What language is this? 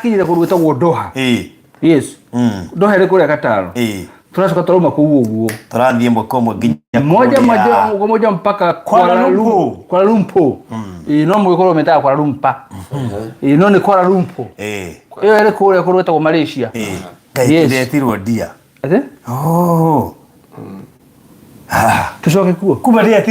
Kikuyu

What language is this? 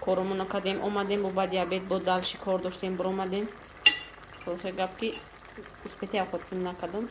Tajik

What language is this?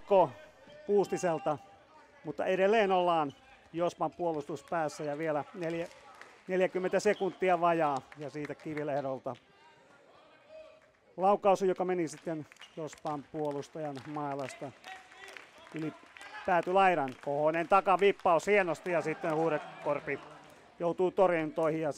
Finnish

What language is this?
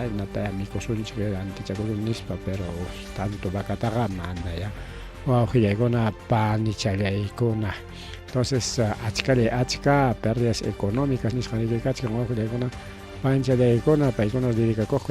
Ayacucho Quechua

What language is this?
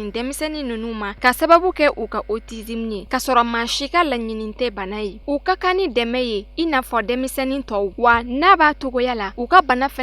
Bambara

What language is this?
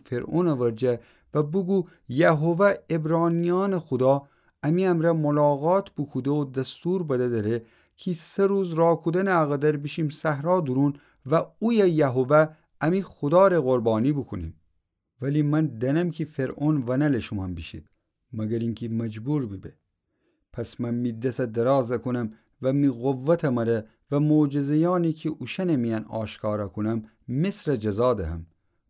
Gilaki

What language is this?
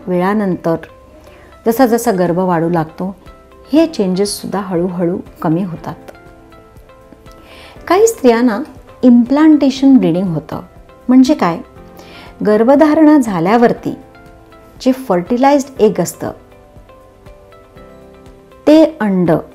Marathi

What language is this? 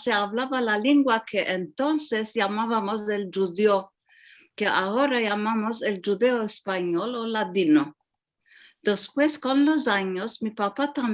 Ladino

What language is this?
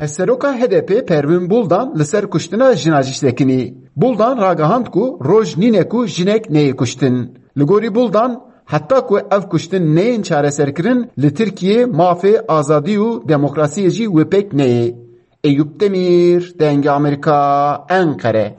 Kurdish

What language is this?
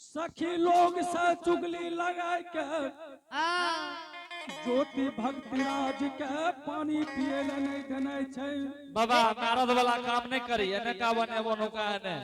Angika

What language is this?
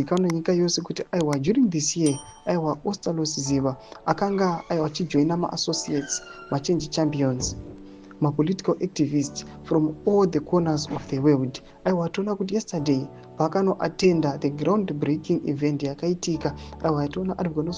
Shona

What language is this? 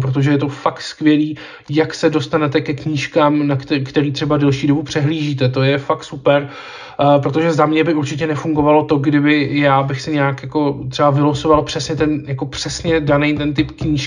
Czech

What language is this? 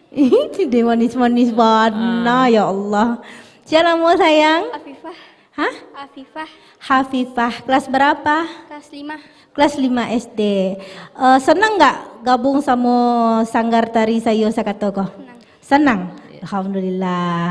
Minangkabau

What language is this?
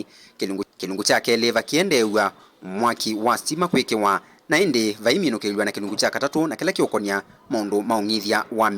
Kamba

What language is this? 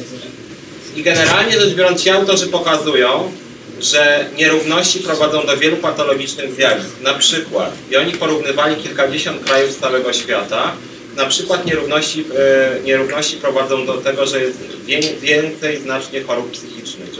Polish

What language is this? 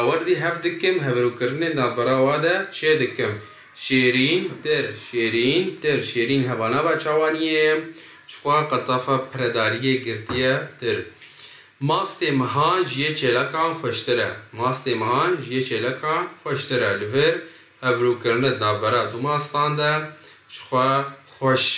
Kurdish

